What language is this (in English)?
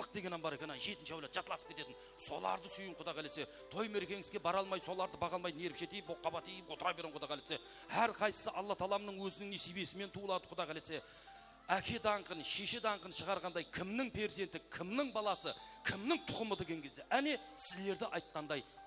Kara-Kalpak